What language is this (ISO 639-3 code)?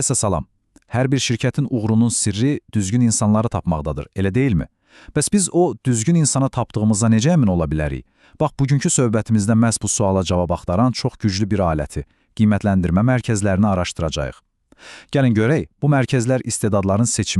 aze